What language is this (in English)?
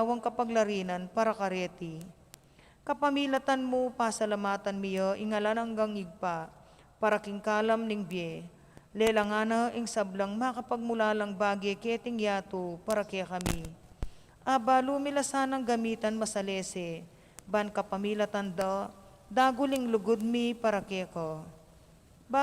Pampanga